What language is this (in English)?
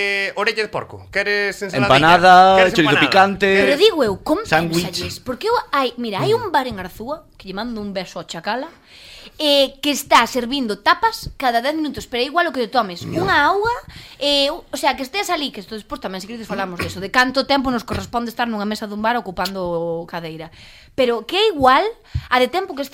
Galician